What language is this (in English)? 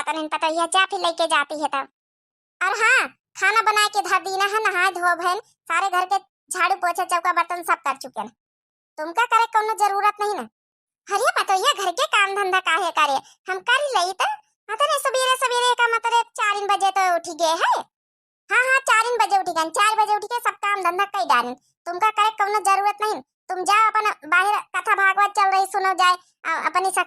Awadhi